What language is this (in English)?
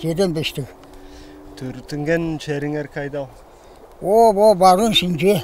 Tuvinian